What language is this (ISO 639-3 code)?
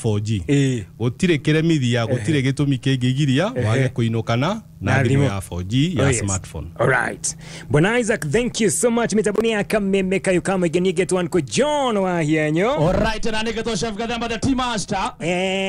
kik